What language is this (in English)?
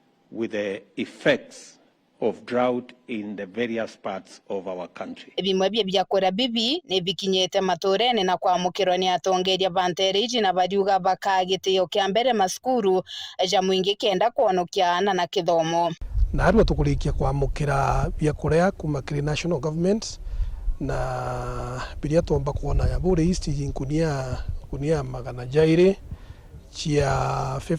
Meru